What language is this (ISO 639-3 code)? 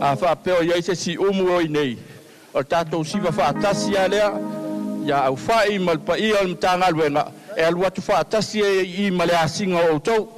smo